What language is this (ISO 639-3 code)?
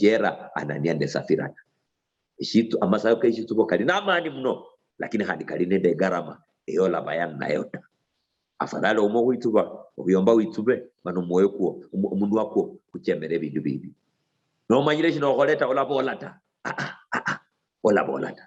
luy